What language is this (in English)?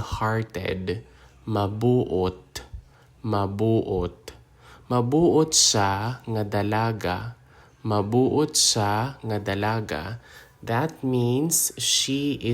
Hiligaynon